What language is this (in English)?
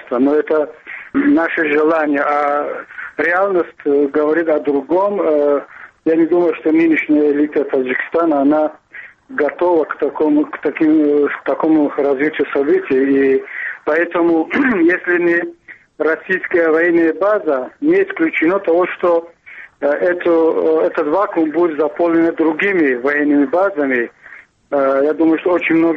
Russian